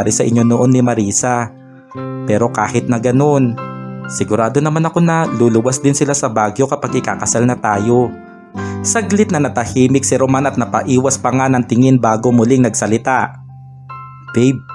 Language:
Filipino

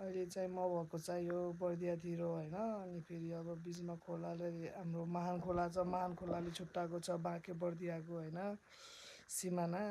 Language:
Nepali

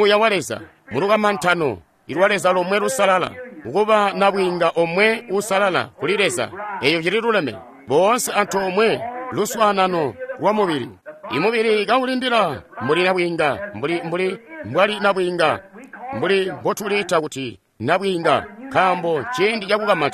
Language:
Tonga (Zambia)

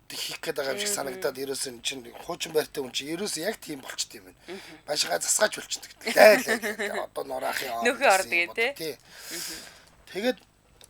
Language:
Mongolian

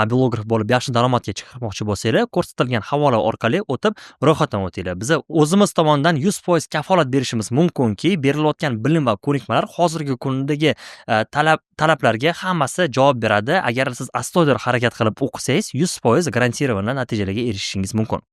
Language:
Uzbek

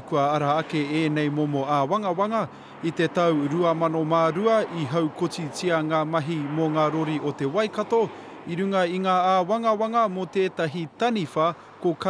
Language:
Māori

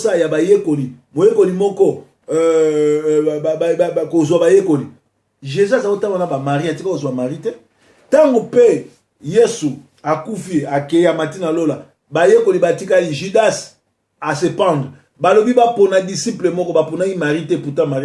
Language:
Lingala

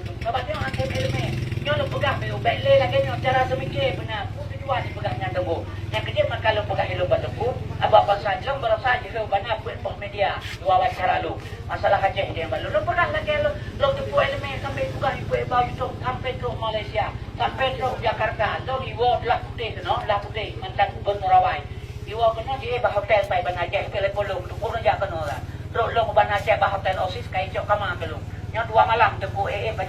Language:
Achinese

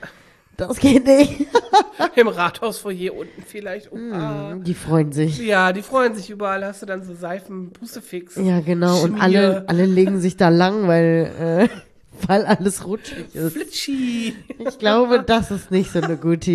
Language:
German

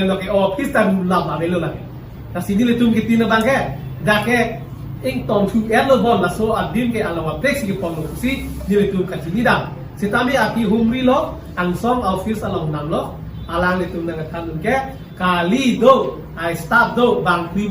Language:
Karbi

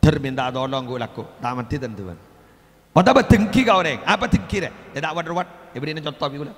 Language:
Madurese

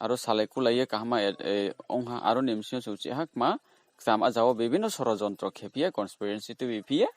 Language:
Riang (India)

